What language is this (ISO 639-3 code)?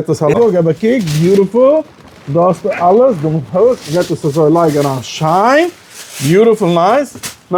yid